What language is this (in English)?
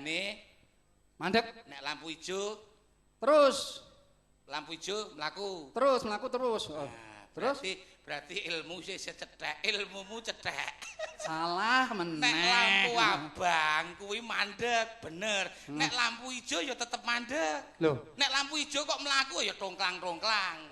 Javanese